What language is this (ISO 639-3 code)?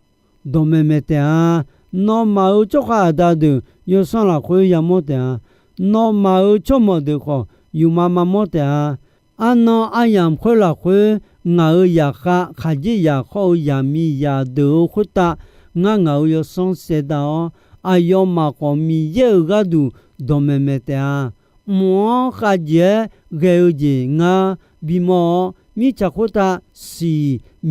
ahk